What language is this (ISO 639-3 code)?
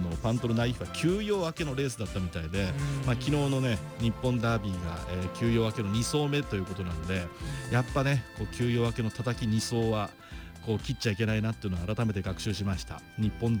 jpn